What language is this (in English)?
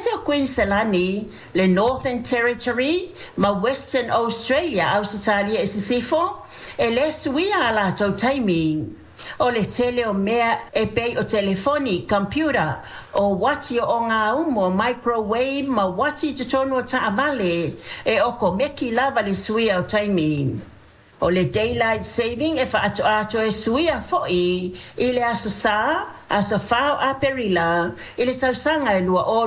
Samoan